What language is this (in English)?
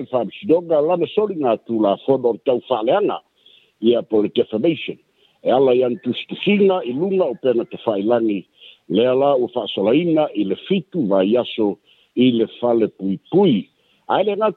Samoan